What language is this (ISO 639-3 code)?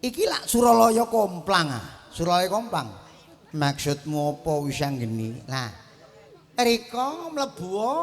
jav